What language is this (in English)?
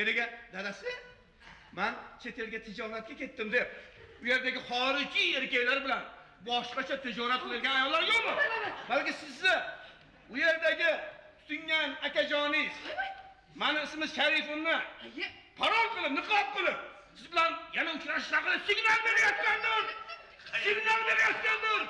Uzbek